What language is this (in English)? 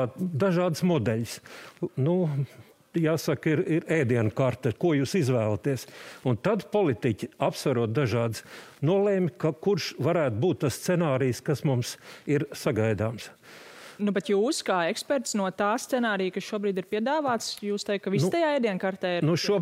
Latvian